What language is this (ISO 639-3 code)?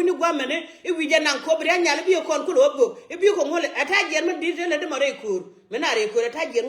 nus